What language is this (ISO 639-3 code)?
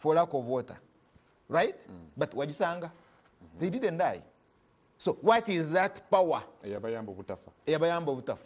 lug